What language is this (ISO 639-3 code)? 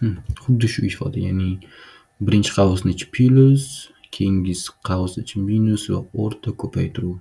uzb